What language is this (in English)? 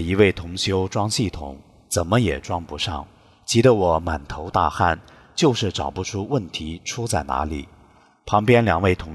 Chinese